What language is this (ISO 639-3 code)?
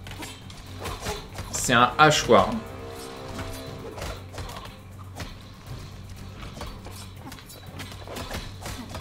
fra